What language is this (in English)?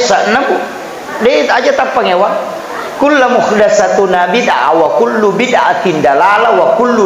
Buginese